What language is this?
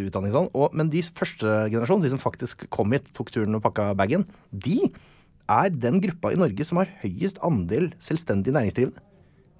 Norwegian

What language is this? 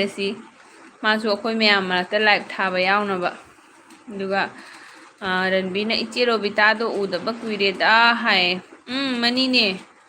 Manipuri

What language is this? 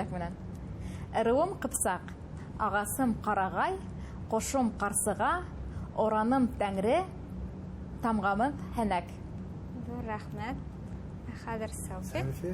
Bashkir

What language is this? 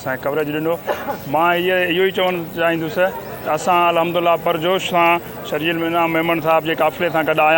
Sindhi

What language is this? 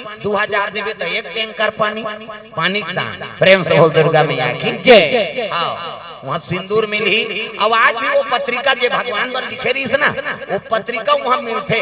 Chhattisgarhi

